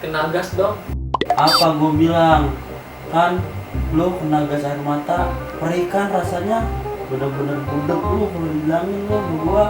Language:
Betawi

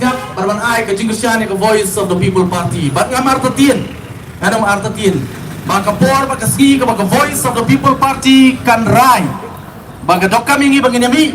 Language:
Khasi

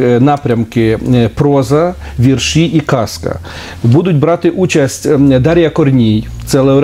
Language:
Ukrainian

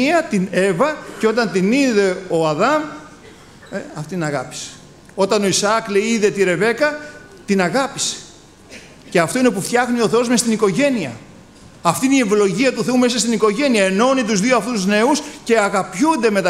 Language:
Greek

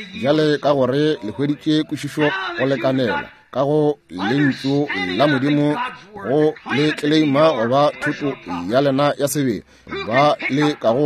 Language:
Northern Sotho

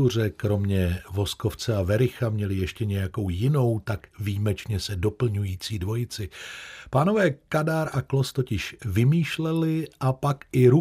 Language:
Czech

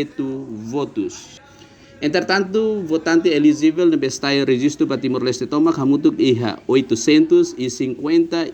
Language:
Tetum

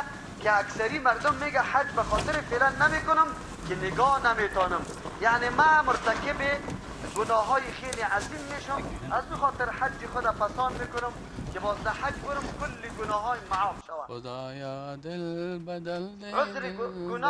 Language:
Persian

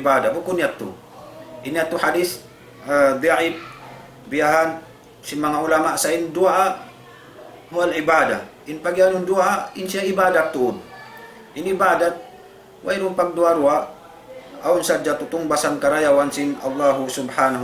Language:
Tausug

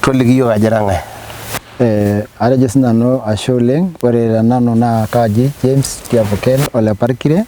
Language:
Masai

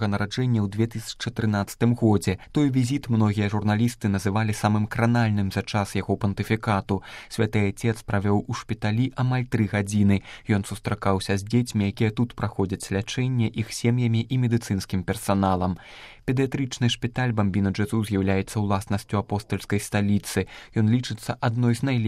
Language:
Belarusian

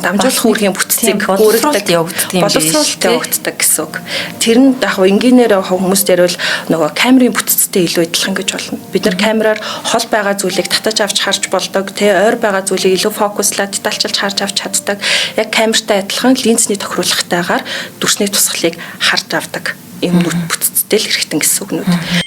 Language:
Mongolian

